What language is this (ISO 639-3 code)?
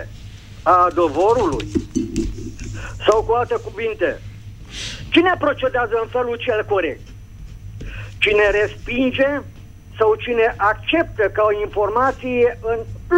ron